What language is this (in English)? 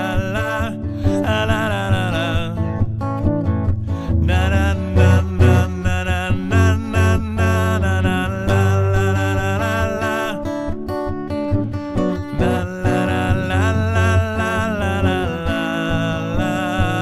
Swedish